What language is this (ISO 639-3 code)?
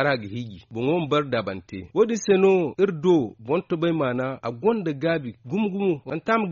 dje